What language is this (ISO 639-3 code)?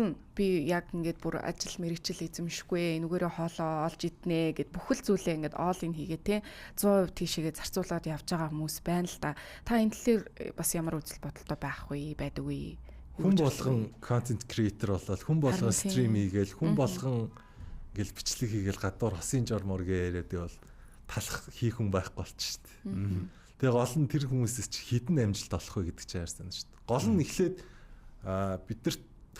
mon